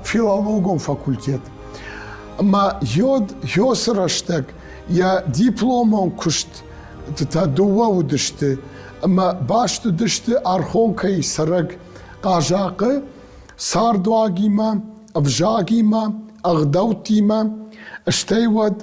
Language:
Ossetic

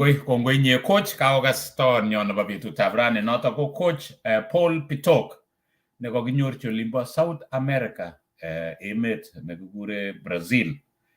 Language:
Kalenjin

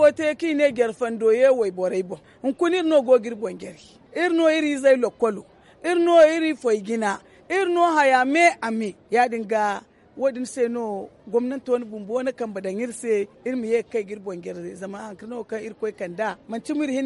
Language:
Zarma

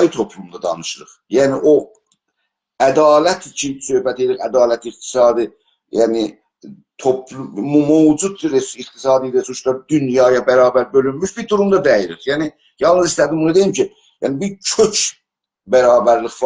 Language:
South Azerbaijani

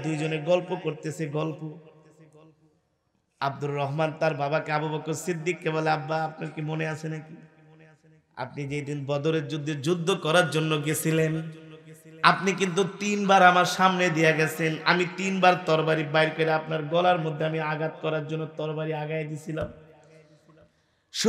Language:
Bangla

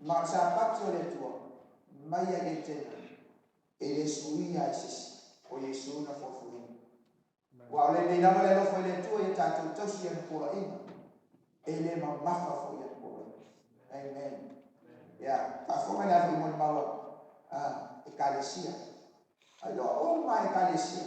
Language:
Samoan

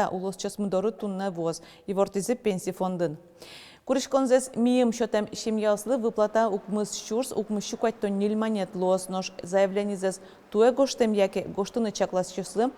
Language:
Udmurt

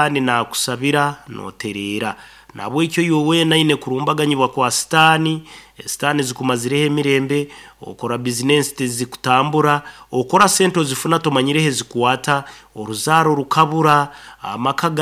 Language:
Nyoro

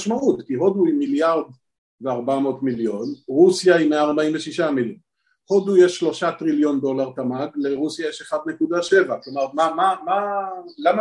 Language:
Hebrew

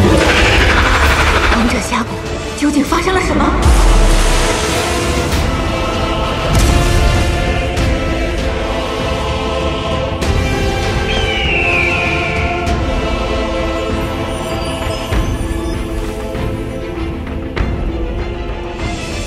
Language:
Chinese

